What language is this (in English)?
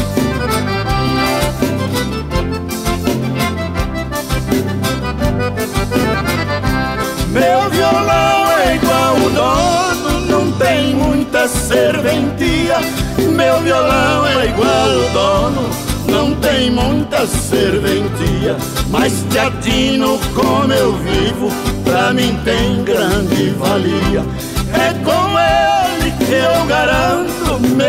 Portuguese